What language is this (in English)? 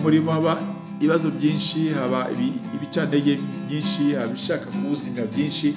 Kinyarwanda